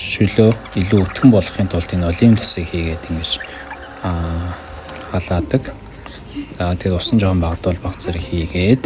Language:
Mongolian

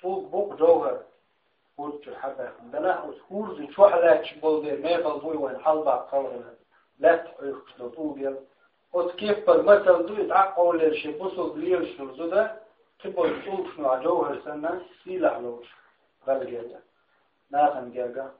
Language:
Chechen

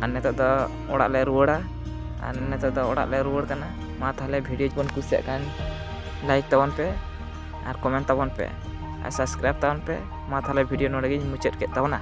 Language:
Santali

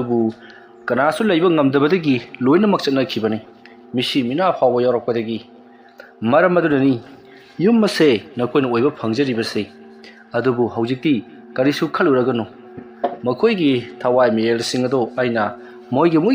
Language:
Manipuri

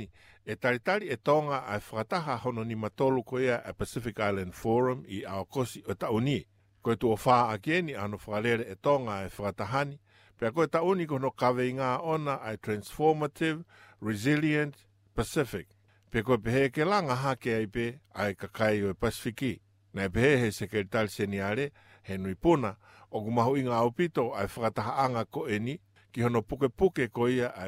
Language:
Tongan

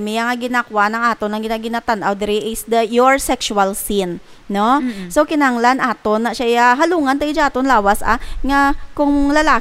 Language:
Hiligaynon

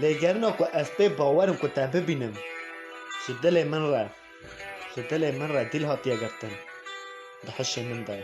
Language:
Kurdish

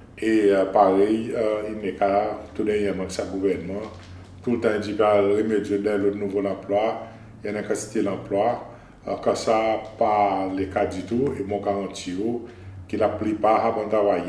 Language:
Seselwa Creole French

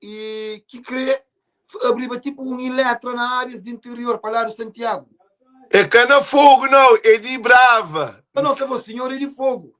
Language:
Kabuverdianu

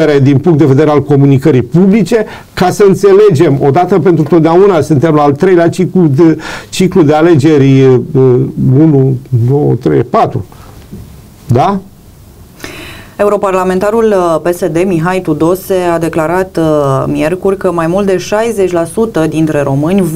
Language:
Romanian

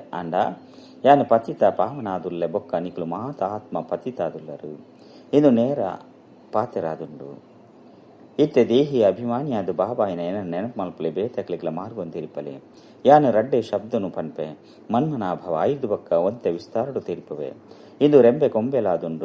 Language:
Tulu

